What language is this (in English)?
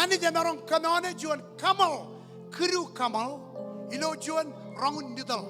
Marshallese